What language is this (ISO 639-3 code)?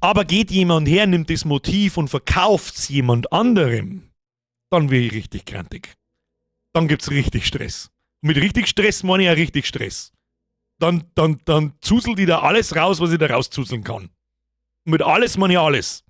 bar